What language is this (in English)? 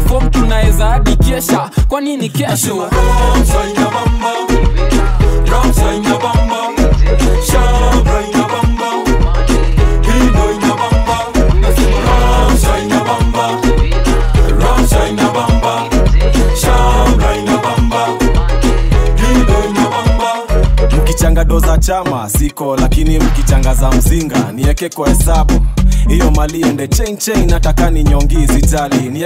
Swahili